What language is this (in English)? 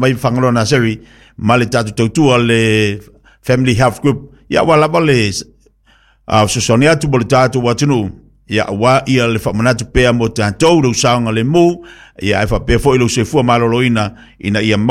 Samoan